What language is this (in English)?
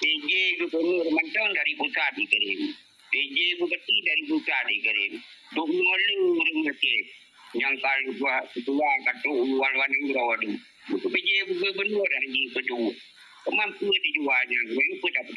Achinese